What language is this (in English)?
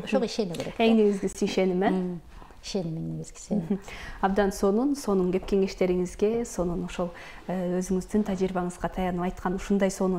Kyrgyz